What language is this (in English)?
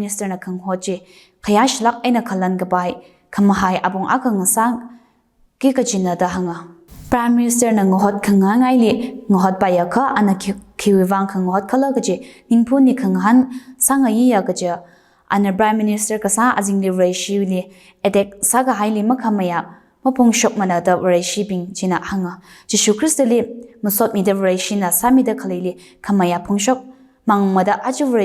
Tangkhul Naga (India)